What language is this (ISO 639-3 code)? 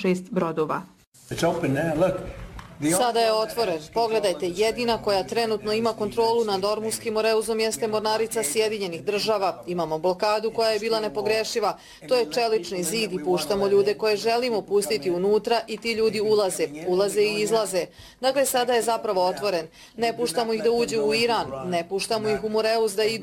bos